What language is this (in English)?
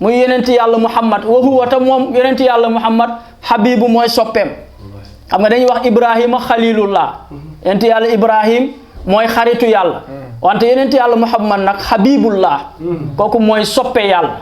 Wolof